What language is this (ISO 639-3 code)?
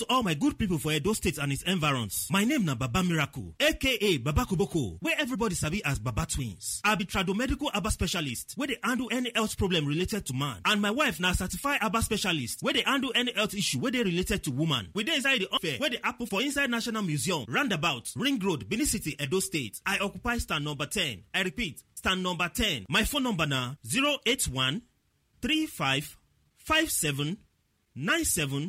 pcm